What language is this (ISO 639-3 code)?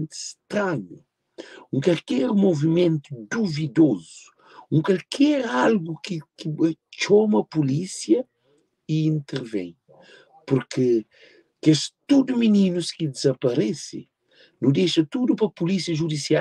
kea